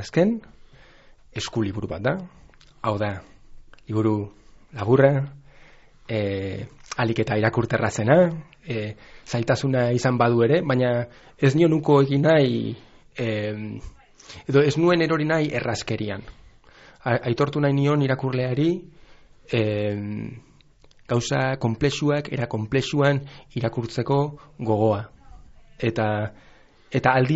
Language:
Basque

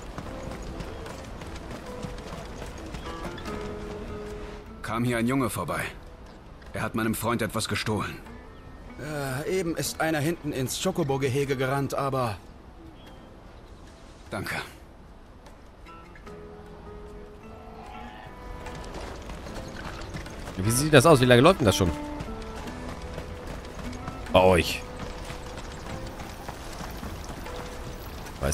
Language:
German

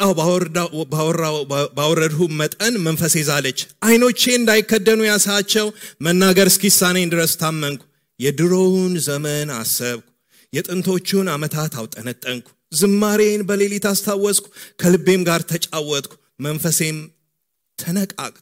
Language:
Amharic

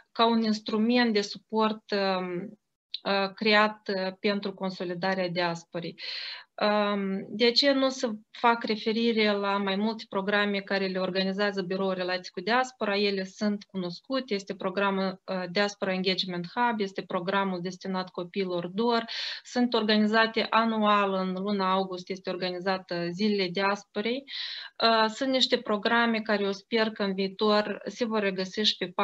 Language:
Romanian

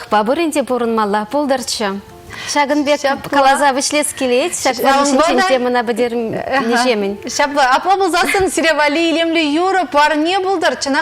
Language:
Chuvash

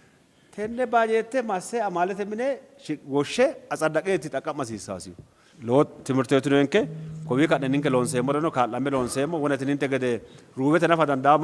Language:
Sidamo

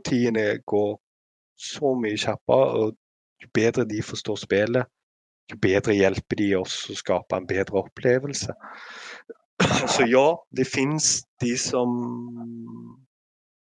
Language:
Norwegian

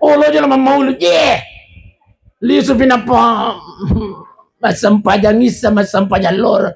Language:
Buginese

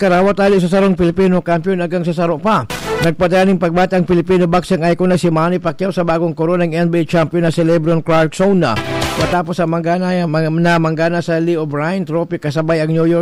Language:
Bikol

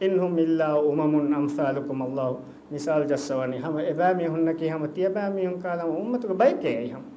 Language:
Divehi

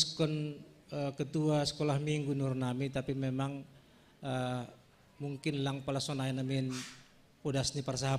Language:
Batak Simalungun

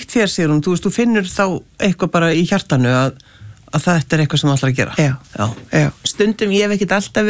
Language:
Icelandic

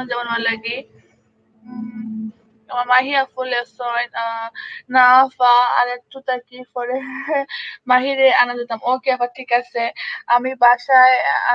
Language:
Sylheti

